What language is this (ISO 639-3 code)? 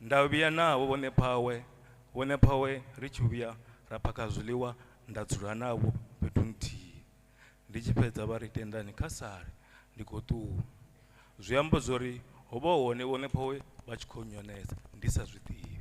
ven